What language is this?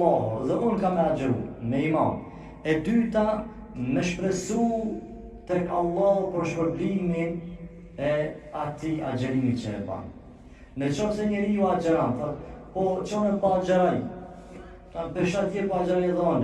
Albanian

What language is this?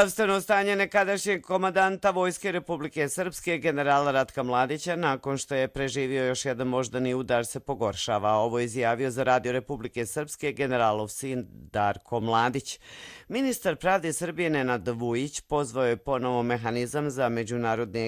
Croatian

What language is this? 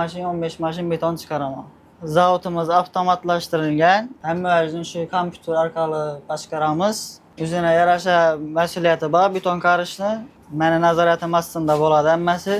Uzbek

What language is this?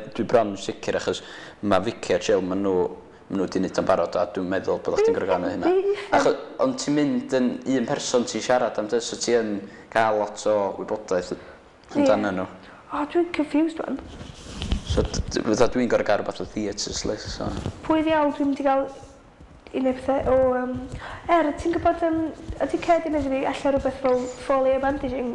Welsh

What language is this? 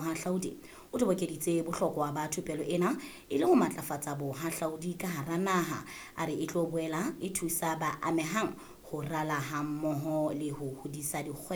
Southern Sotho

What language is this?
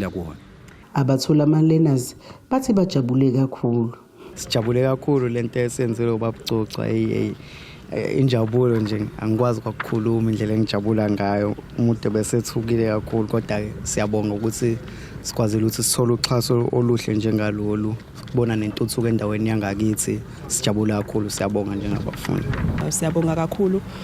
Zulu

